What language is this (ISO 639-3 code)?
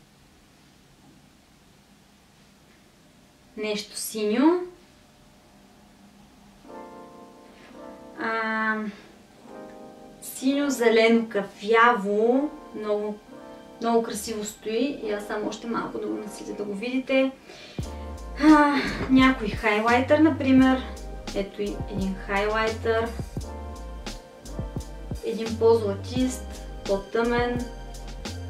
bul